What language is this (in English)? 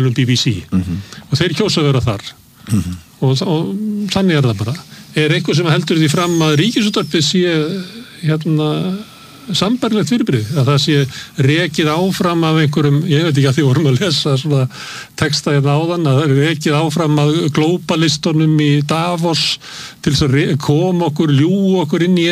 Icelandic